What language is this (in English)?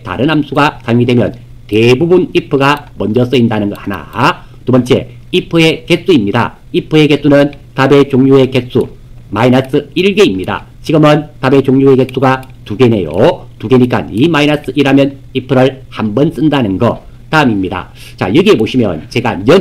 Korean